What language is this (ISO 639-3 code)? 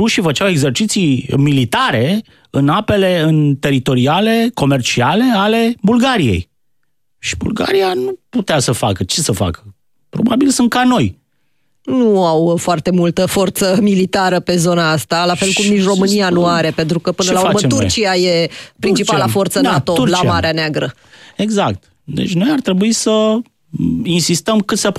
ron